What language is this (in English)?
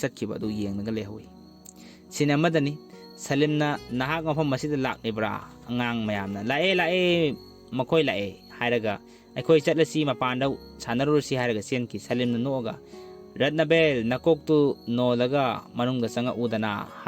Manipuri